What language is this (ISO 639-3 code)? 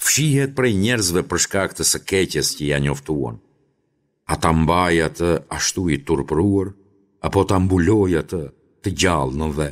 sqi